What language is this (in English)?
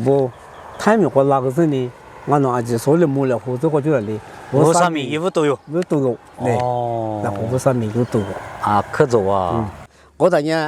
Lisu